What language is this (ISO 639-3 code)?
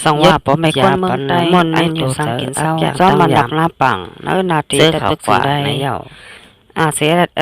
shn